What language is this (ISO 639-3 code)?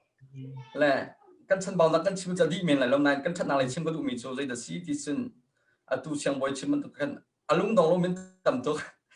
cnh